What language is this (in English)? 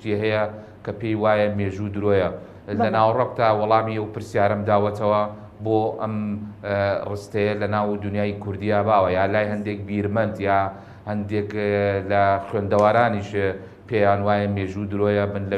Central Kurdish